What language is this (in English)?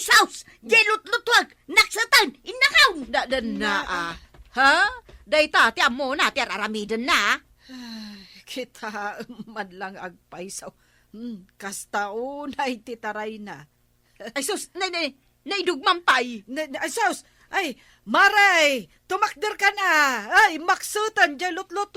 Iloko